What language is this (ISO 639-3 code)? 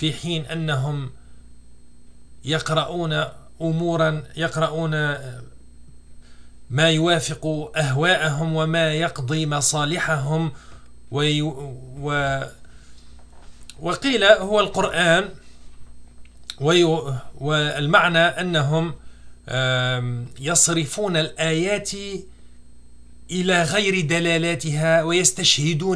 ara